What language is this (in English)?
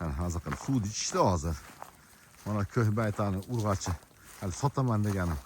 Uzbek